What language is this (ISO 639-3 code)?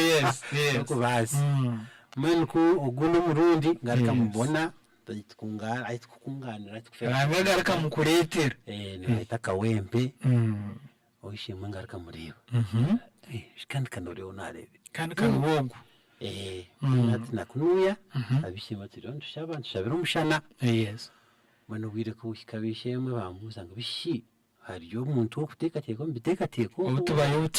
nyn